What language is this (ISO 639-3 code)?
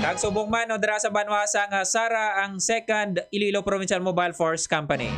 hil